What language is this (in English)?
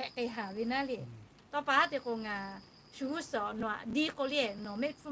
Lahu